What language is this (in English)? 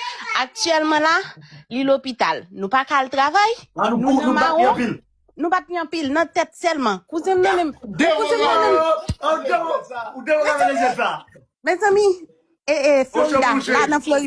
Haitian Creole